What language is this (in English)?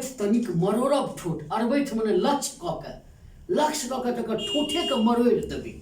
Maithili